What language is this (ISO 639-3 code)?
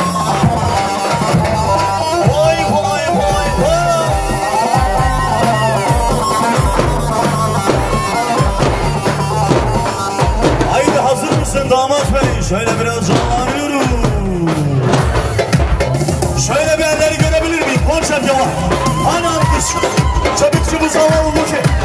tur